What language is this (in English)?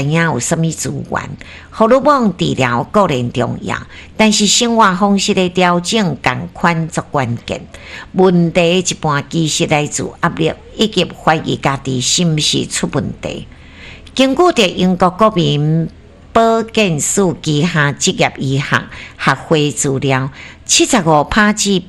Min Nan Chinese